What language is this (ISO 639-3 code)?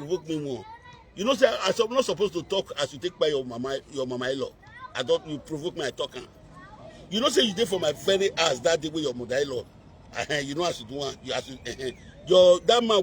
pcm